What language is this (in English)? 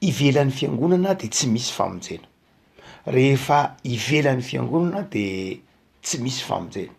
Malagasy